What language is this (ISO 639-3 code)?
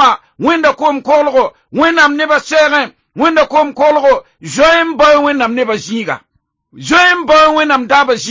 mos